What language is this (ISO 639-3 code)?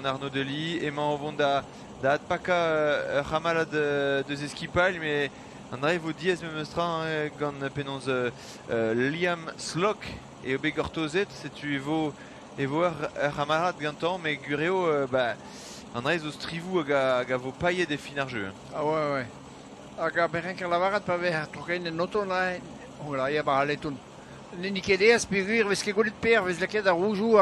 bre